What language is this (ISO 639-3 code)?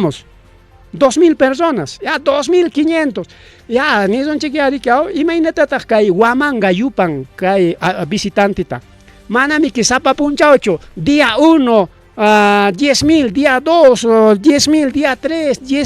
quy